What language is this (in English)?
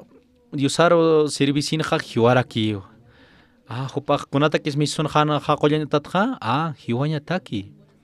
Aymara